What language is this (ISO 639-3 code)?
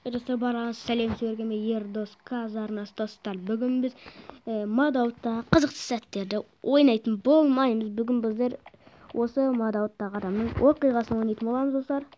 kaz